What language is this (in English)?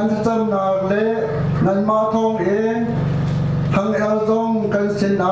Hakha Chin